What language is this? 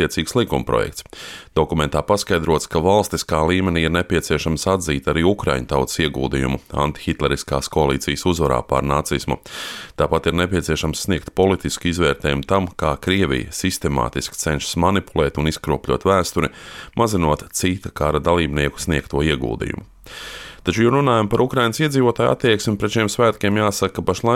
Latvian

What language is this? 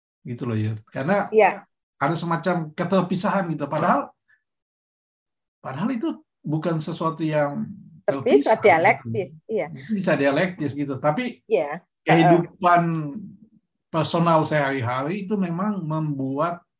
Indonesian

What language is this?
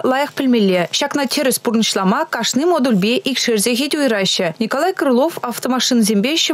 Chuvash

